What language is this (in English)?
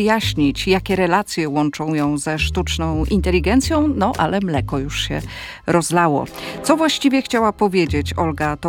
Polish